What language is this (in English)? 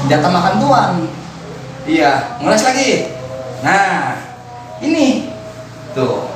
Betawi